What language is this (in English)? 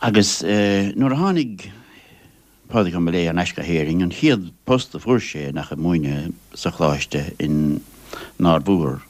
Irish